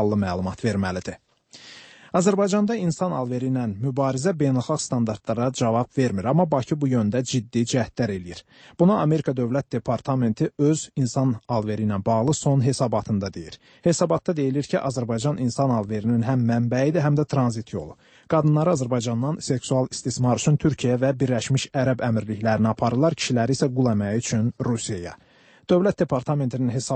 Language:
Azerbaijani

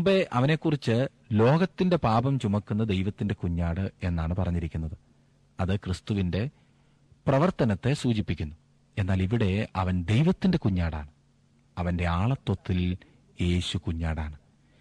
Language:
Malayalam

